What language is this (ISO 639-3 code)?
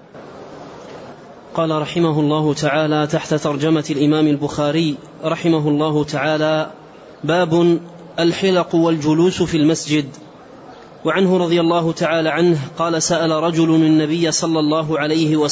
ara